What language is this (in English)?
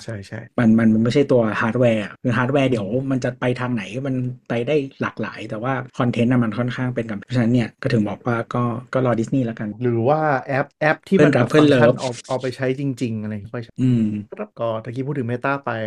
Thai